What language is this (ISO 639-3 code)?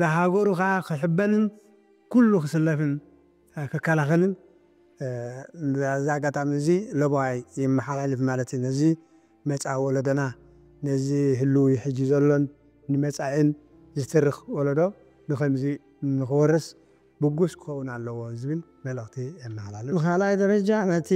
tir